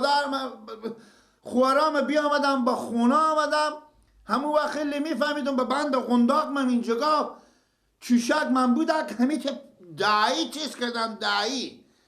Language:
Persian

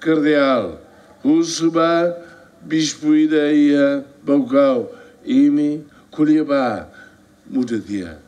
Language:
Tetum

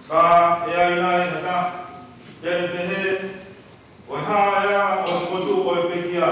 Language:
Tongan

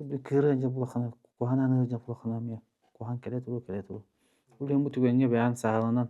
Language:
Yakut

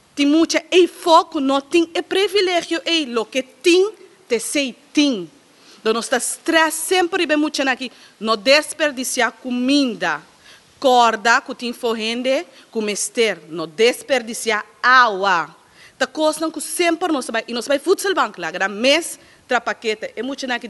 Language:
Papiamento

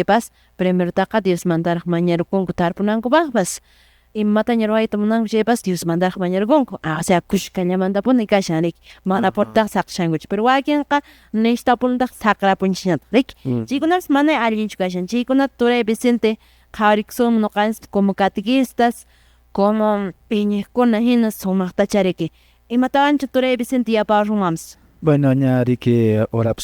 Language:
Quechua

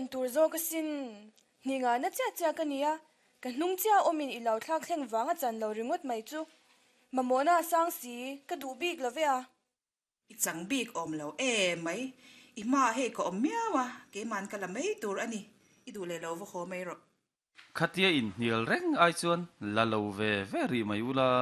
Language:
Mizo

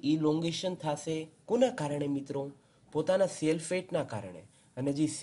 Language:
Gujarati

